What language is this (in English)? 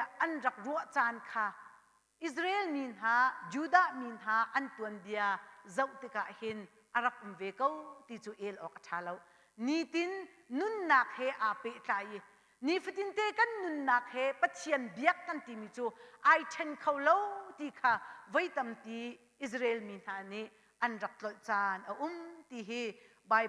Hakha Chin